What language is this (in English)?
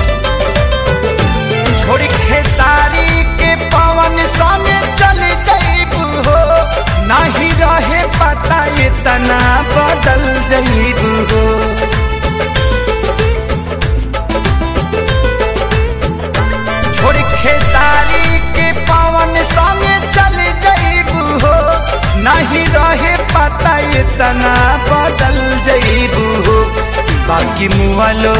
Bhojpuri